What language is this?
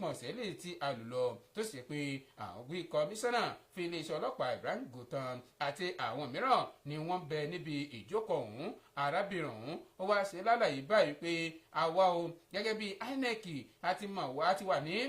Yoruba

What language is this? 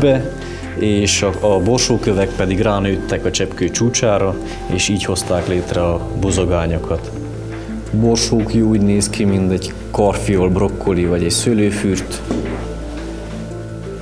Hungarian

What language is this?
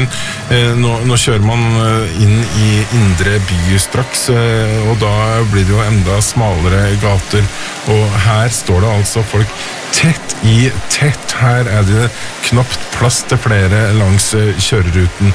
Norwegian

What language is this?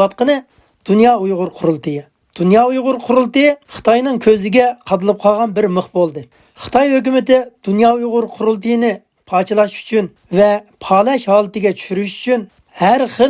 Uyghur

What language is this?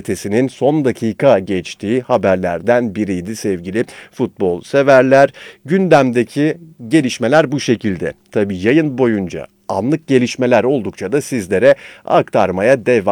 Turkish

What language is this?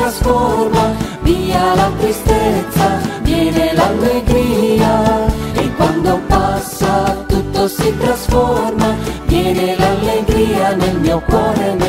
Italian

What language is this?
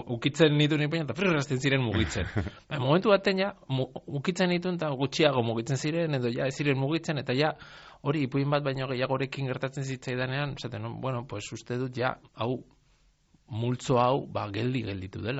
Basque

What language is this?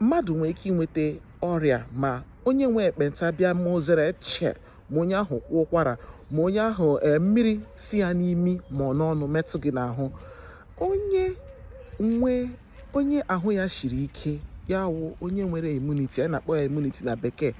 Igbo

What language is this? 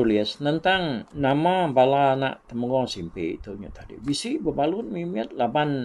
Iban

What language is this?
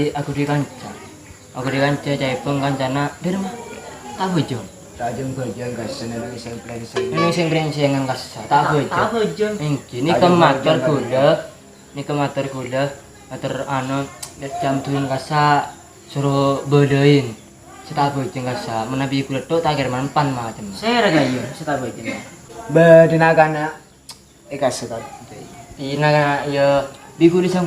Madurese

